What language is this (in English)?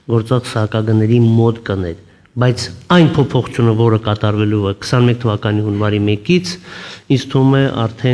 Armenian